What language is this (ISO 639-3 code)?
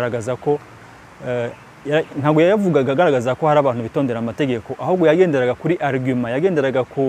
kin